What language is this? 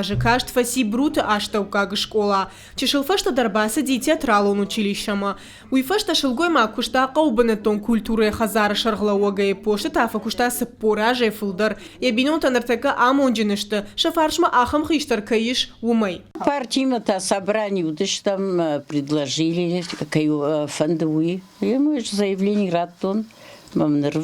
Ossetic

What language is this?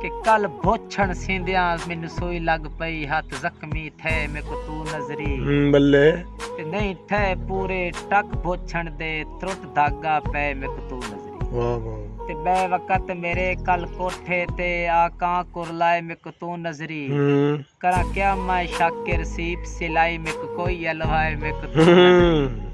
Saraiki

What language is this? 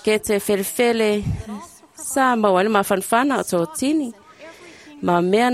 Samoan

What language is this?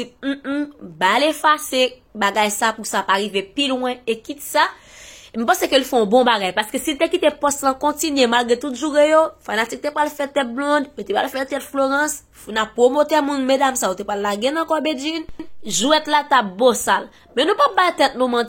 Haitian Creole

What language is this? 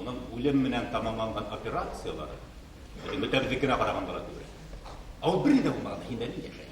Bashkir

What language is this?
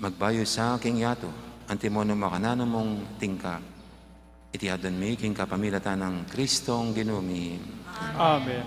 Pampanga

